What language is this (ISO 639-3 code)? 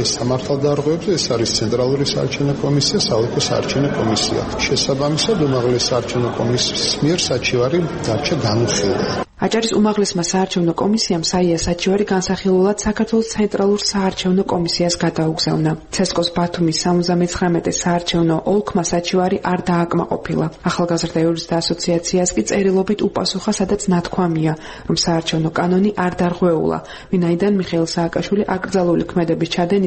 kat